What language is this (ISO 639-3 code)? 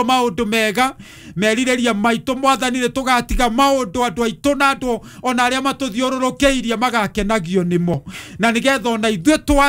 kik